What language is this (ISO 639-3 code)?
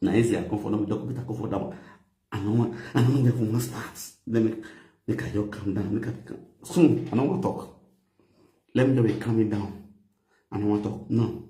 pcm